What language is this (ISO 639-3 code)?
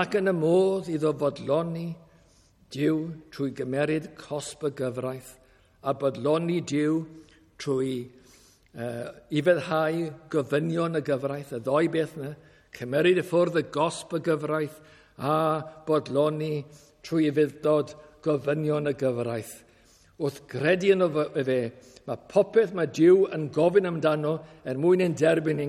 cym